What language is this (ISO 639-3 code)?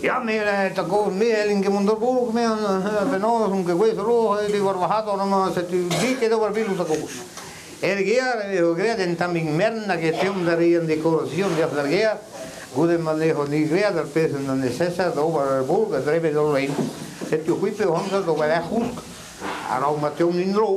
bre